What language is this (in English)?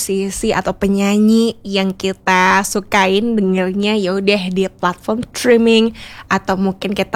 Indonesian